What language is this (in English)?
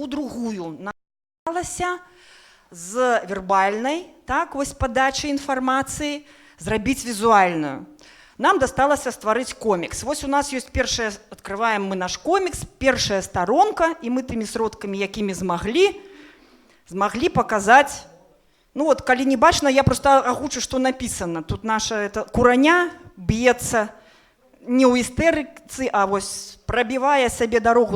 Belarusian